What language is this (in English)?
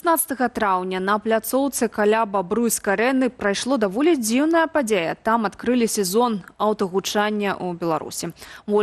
Belarusian